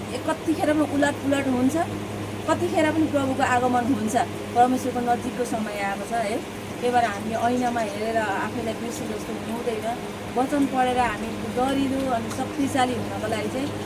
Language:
Nepali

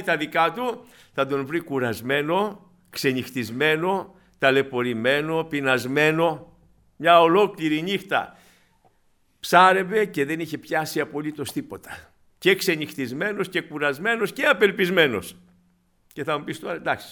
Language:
Greek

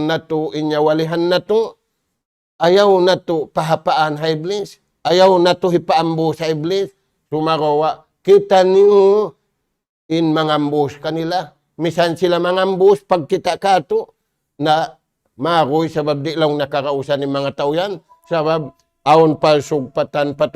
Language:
Tausug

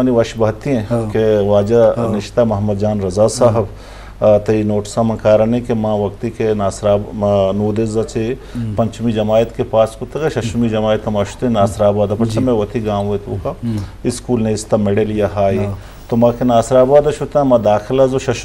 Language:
Baluchi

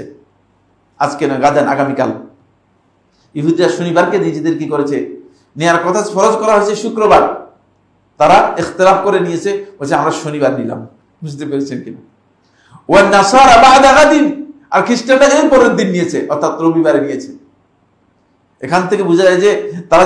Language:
Bangla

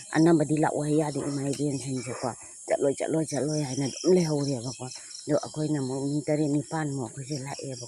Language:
Manipuri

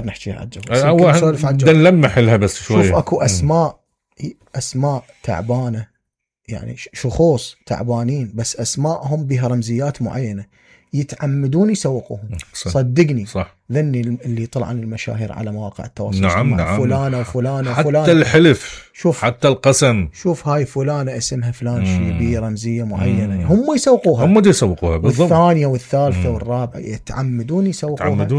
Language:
Mesopotamian Arabic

